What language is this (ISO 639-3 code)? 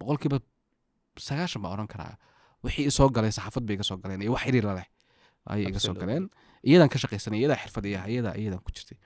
som